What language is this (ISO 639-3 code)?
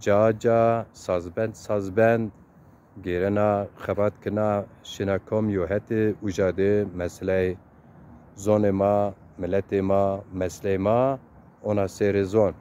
zza